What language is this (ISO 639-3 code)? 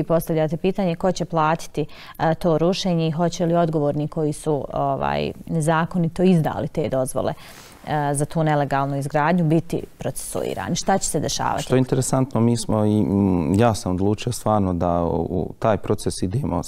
bos